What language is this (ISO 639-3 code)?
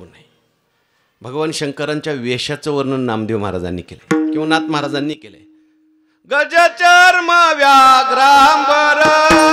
mar